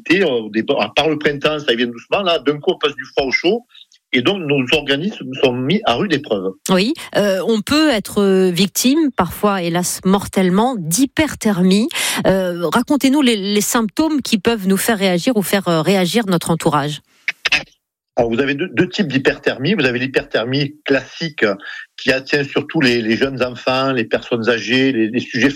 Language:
French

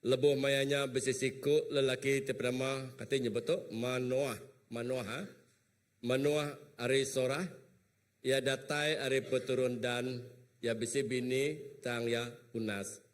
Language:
Iban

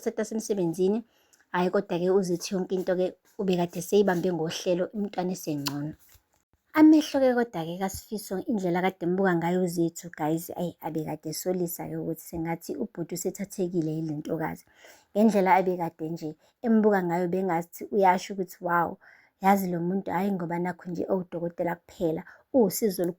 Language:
Zulu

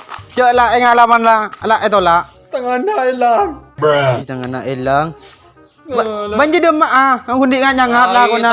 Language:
Madurese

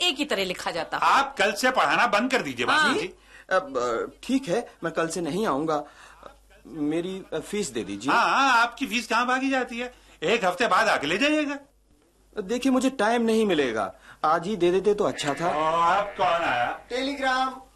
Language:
Hindi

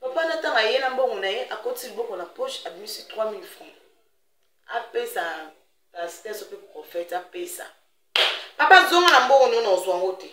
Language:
Lingala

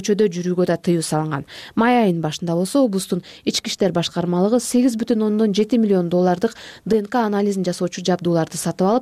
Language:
Kyrgyz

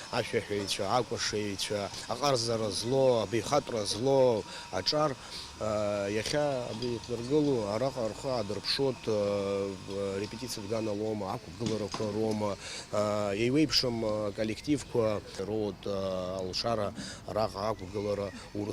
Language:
Abkhazian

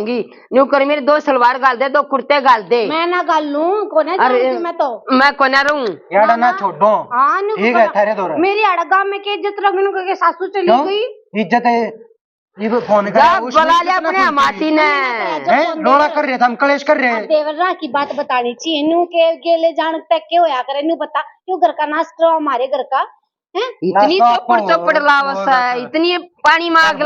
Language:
Haryanvi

